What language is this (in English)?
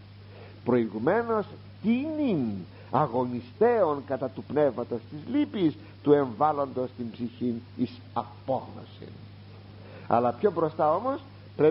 Greek